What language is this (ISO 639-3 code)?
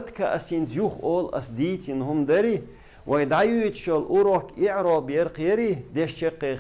che